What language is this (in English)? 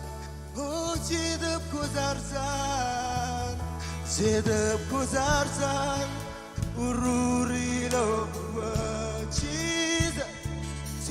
Marshallese